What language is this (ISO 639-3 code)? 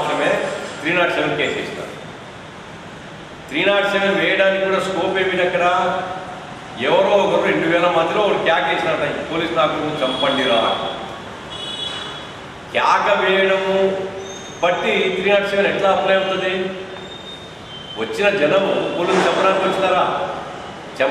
tel